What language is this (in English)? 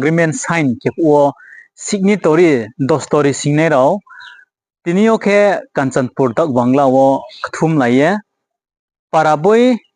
Riang (India)